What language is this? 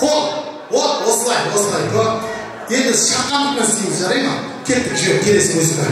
Kara-Kalpak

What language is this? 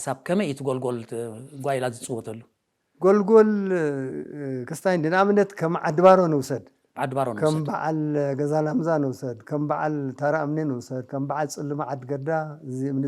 Tigrinya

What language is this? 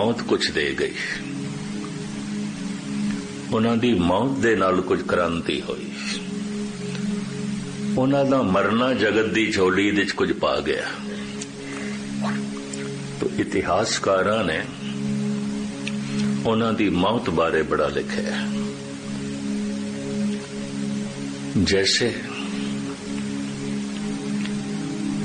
Punjabi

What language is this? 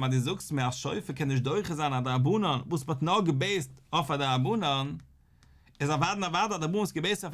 Yiddish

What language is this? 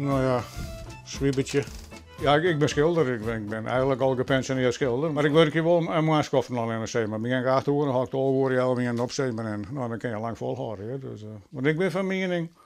Western Frisian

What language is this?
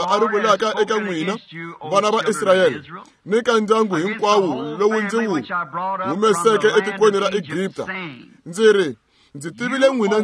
Tsonga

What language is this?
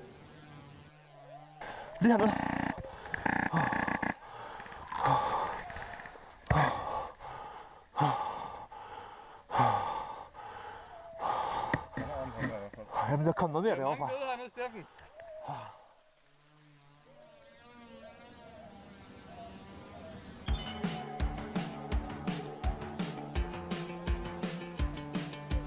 Danish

